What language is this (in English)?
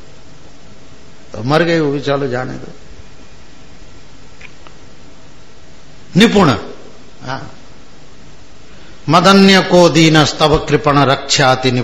Hindi